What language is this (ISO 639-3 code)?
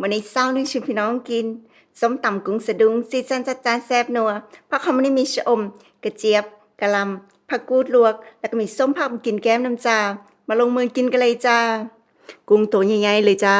tts